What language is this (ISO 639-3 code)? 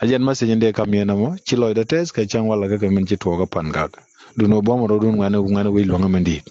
nus